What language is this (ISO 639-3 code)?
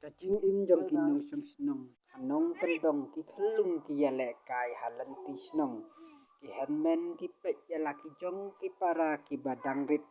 kha